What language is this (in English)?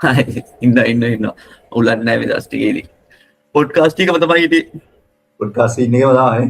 Sinhala